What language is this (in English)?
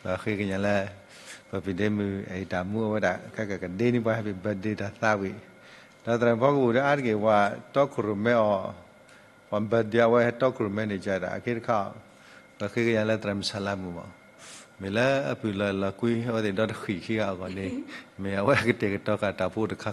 S'gaw Karen